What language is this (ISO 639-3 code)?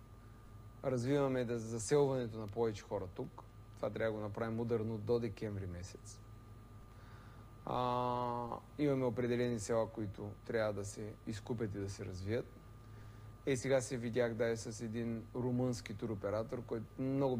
bul